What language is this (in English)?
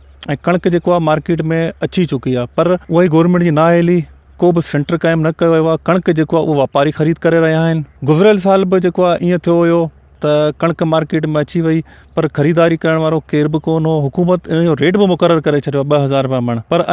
Sindhi